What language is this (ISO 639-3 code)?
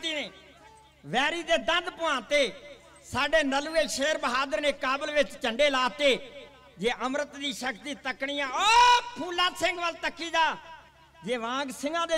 pan